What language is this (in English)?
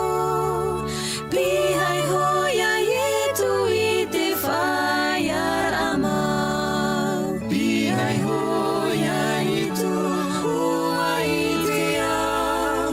Tahitian